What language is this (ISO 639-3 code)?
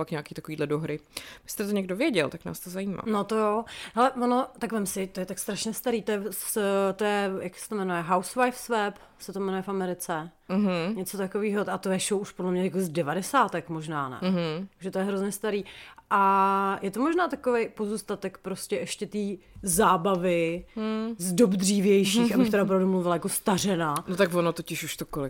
ces